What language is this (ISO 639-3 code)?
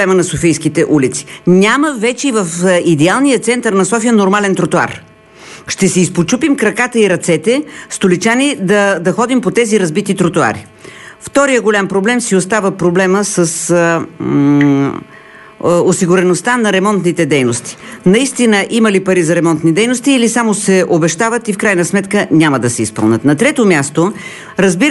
bul